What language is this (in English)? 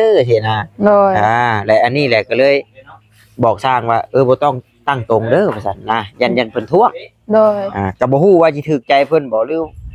Northeastern Thai